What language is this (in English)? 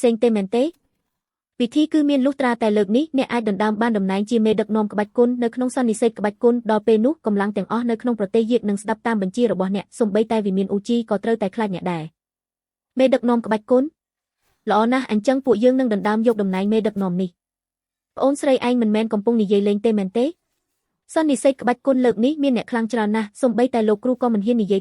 Khmer